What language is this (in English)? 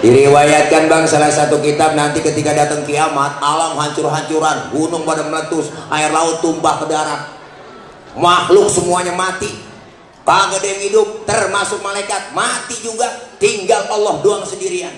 Betawi